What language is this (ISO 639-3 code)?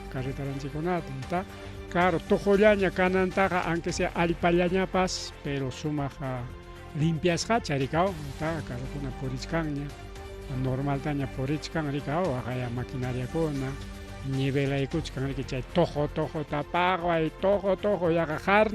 quy